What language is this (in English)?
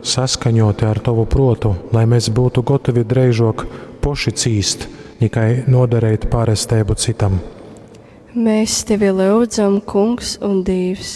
Latgalian